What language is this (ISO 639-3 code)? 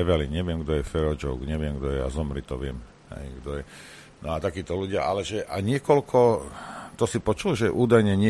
slk